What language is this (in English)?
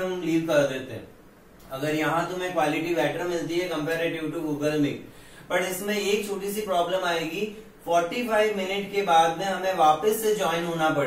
Hindi